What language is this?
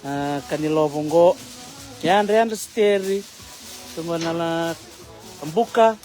Fijian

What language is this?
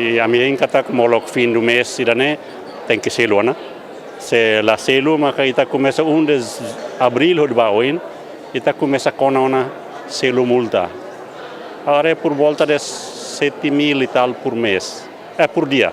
Tetum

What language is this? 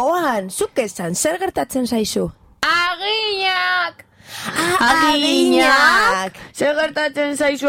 Basque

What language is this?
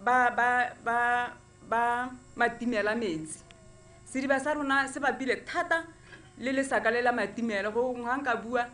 Tswana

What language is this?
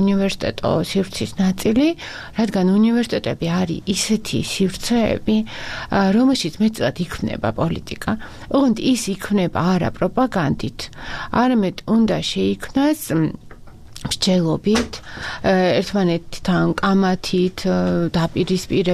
Georgian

